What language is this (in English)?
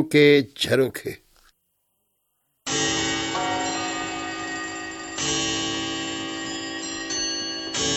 Urdu